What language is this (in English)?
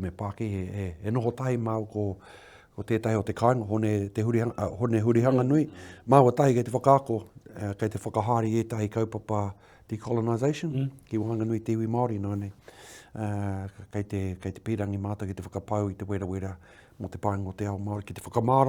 Māori